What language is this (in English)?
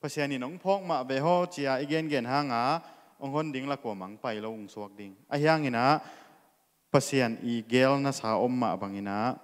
Tedim Chin